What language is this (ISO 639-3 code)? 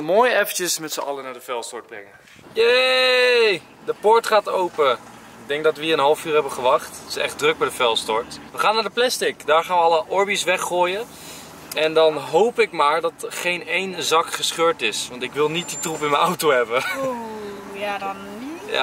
nld